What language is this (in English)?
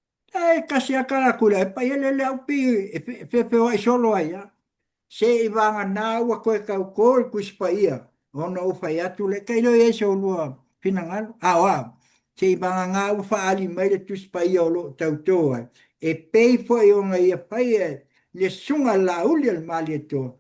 Samoan